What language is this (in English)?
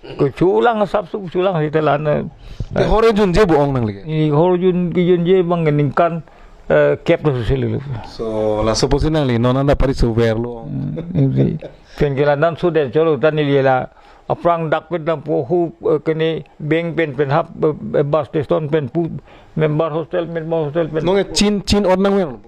Karbi